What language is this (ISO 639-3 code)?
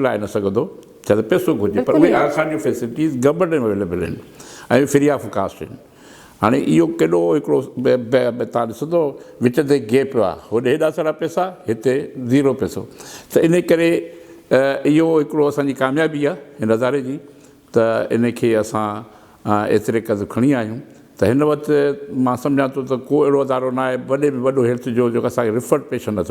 snd